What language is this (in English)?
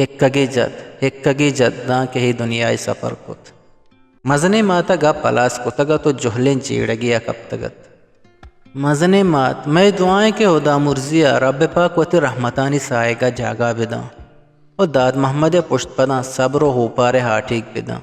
Eastern Balochi